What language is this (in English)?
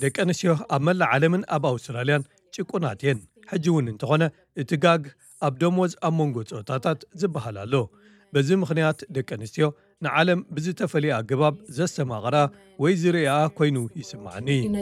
Tigrinya